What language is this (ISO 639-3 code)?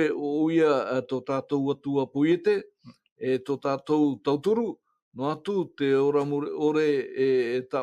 tah